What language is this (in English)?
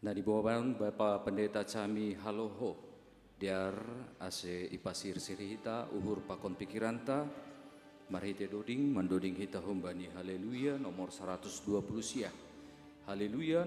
Batak Simalungun